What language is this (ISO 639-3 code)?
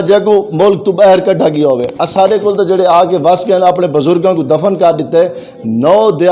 lah